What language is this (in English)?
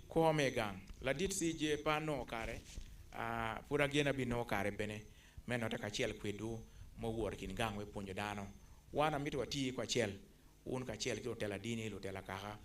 Acoli